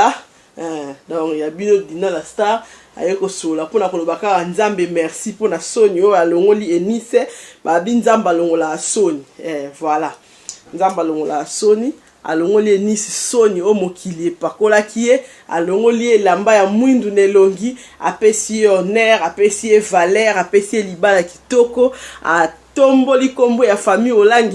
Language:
Lingala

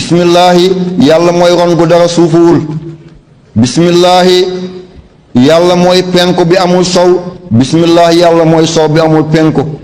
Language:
Wolof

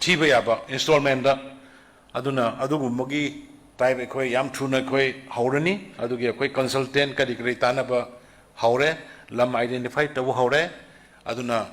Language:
Manipuri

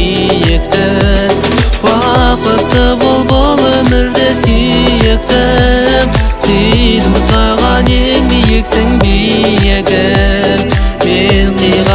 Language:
Kazakh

